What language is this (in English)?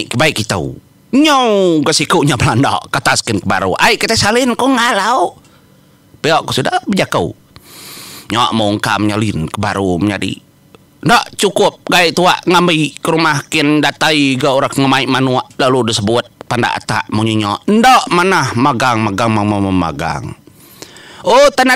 Iban